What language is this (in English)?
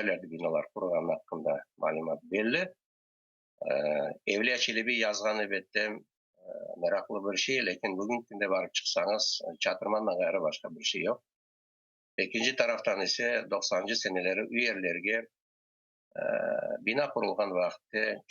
Crimean Tatar